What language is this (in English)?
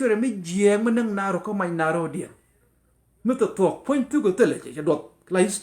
Nuer